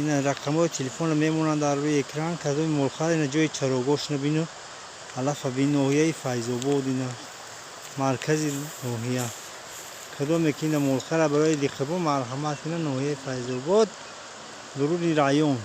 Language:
Tajik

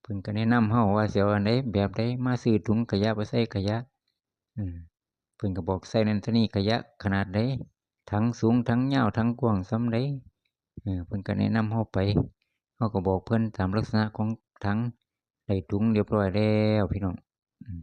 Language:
Northeastern Thai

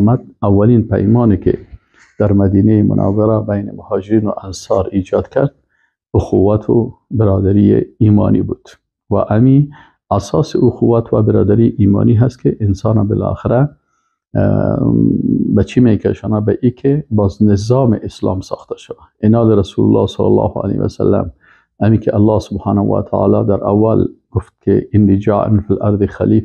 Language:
Persian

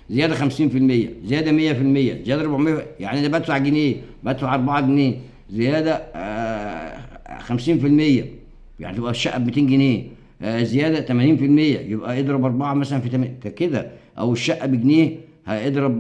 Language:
Egyptian Arabic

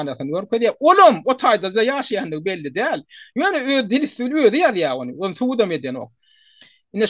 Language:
Turkmen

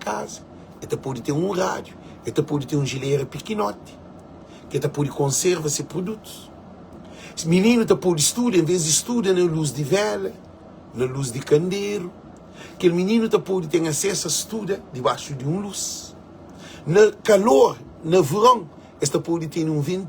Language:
Kabuverdianu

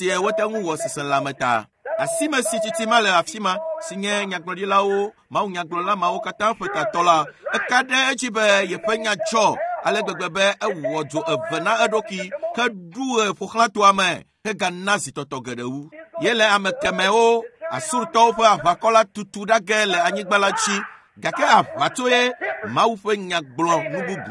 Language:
Ewe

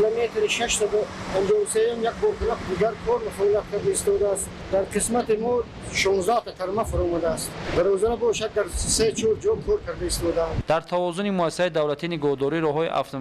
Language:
Tajik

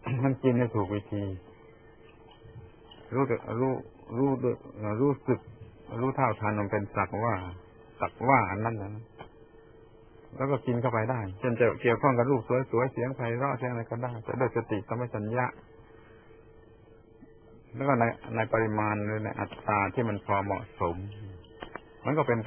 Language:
Thai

